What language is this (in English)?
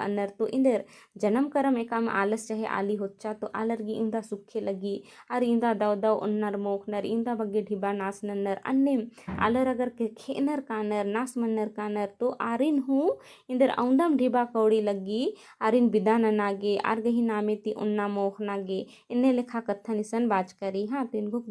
Kurukh